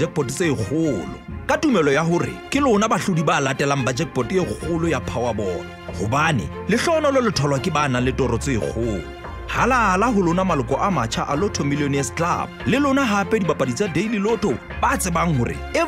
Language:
Southern Sotho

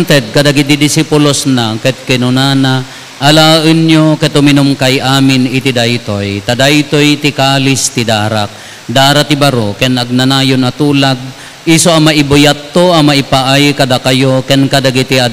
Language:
Iloko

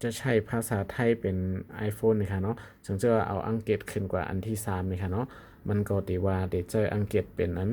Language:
Shan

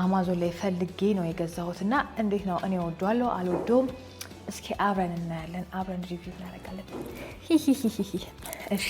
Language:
Amharic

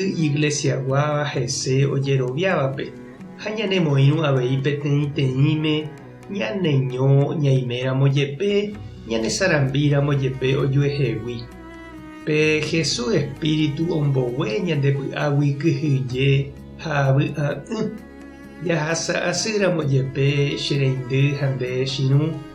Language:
Guarani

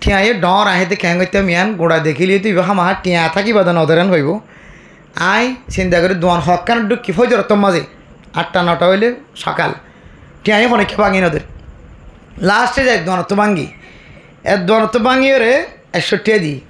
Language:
Rohingya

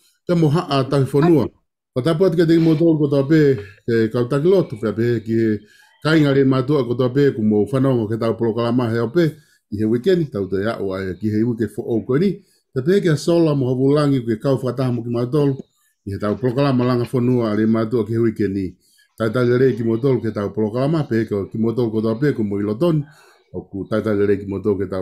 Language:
Tongan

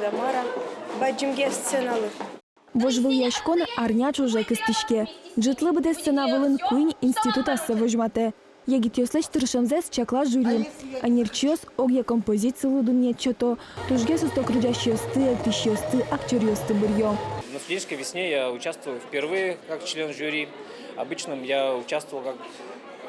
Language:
Udmurt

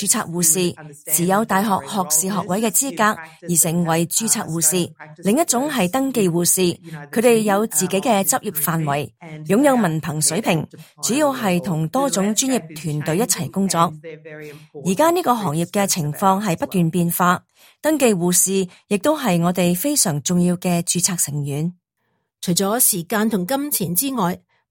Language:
Cantonese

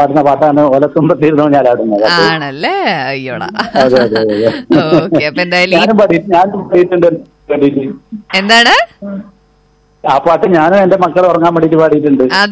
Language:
Malayalam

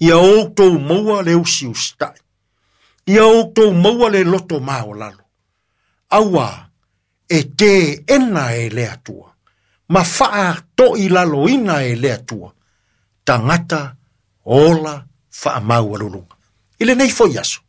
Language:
Samoan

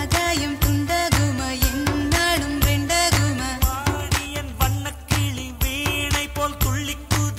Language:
Tamil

